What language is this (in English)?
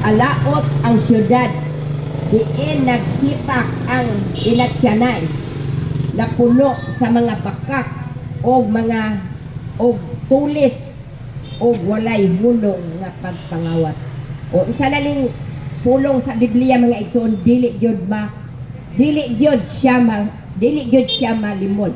Cebuano